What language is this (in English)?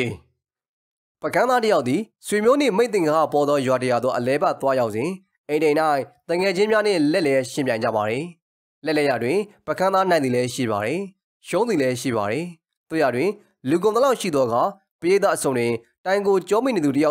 Burmese